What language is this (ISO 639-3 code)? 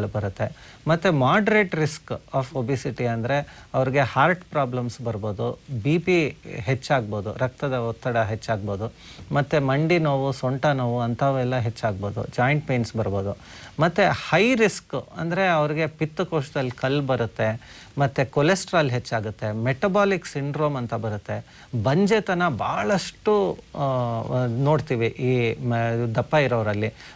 kan